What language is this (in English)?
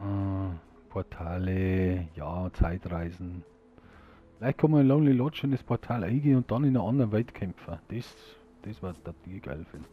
Bavarian